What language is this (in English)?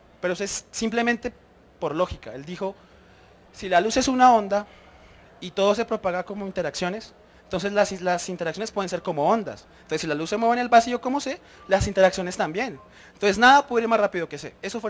Spanish